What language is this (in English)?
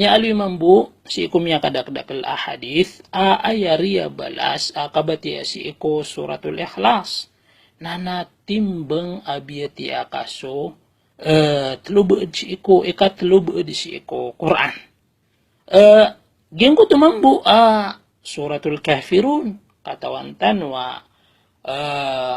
Maranao